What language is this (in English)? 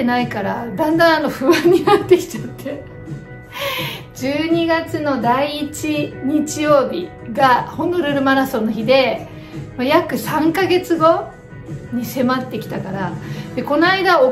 Japanese